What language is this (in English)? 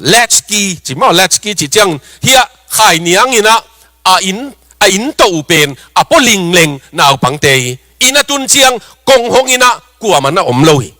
Tedim Chin